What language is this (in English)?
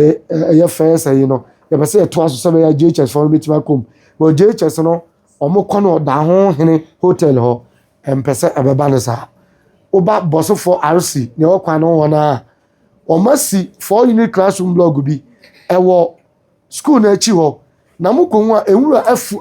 Akan